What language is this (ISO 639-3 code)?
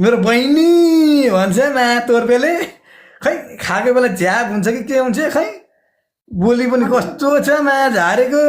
nep